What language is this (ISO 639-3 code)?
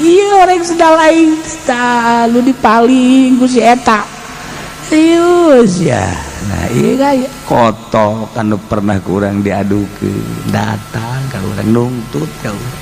sun